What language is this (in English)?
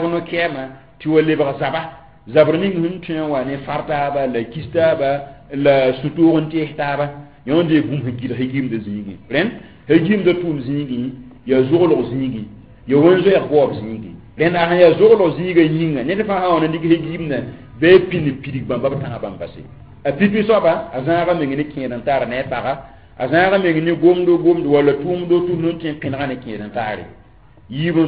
Mossi